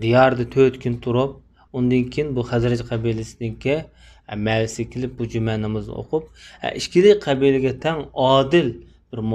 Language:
Uyghur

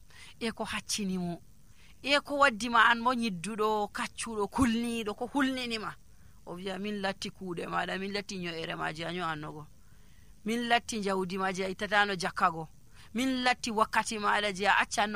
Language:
Nigerian Fulfulde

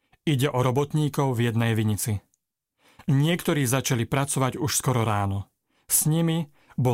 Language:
Slovak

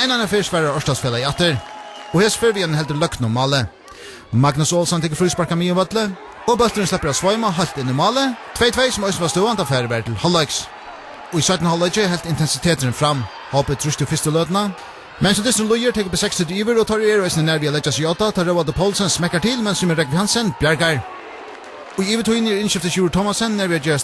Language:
Faroese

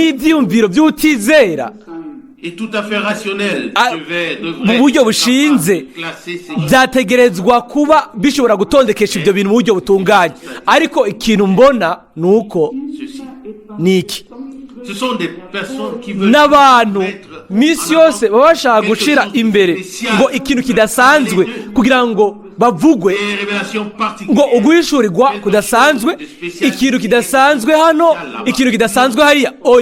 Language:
Rundi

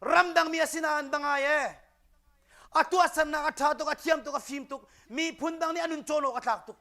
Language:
Hakha Chin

